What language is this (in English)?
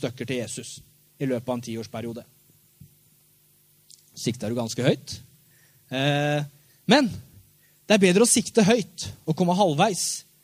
Norwegian